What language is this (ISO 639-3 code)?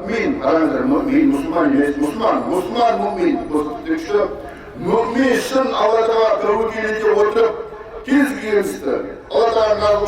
kaz